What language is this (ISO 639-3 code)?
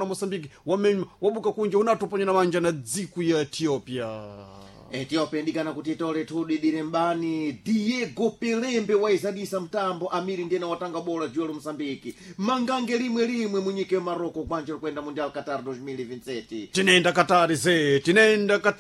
seh